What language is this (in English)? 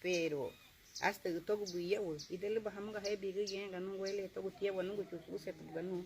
Garifuna